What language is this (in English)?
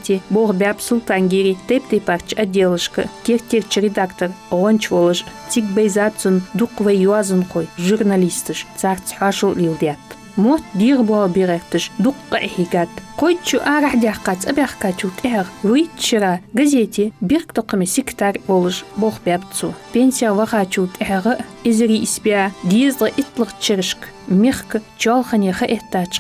Ingush